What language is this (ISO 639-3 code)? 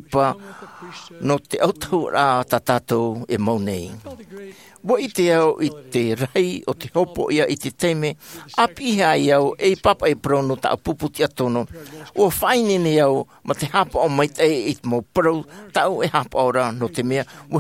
tah